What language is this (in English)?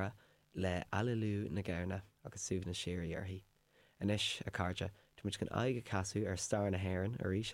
Irish